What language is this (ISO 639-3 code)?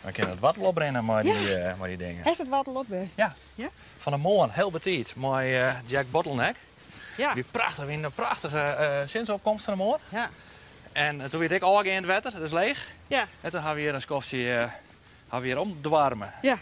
fry